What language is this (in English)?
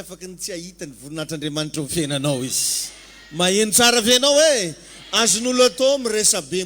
Malagasy